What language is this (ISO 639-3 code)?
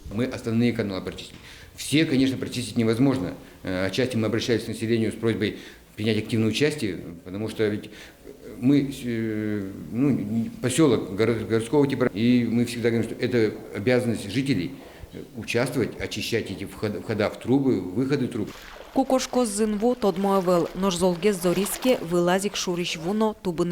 udm